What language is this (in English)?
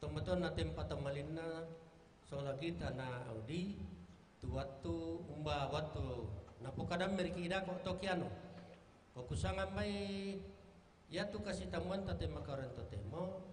Toraja-Sa'dan